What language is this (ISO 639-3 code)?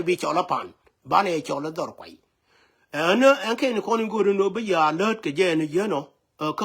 nus